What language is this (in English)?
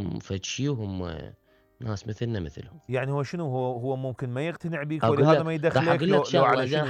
Mesopotamian Arabic